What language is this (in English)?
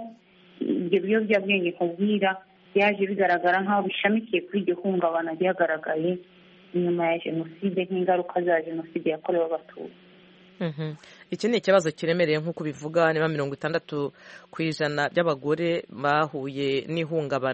Kinyarwanda